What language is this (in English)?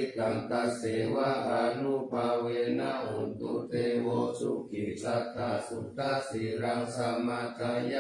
Pali